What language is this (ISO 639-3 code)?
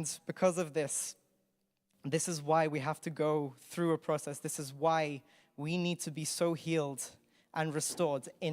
eng